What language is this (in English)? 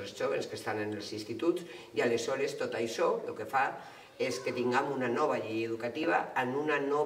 Catalan